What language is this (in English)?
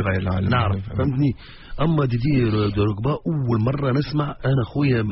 Tunisian Arabic